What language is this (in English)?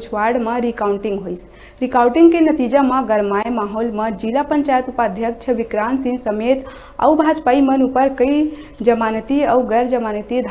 Chhattisgarhi